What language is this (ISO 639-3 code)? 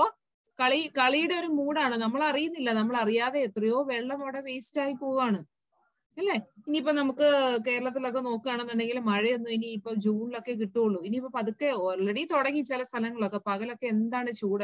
mal